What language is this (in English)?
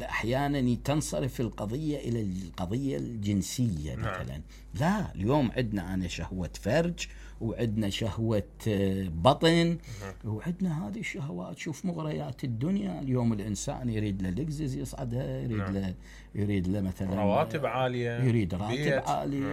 Mesopotamian Arabic